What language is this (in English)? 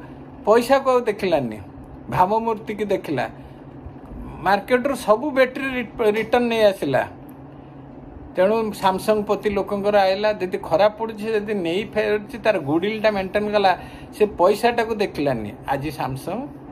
Odia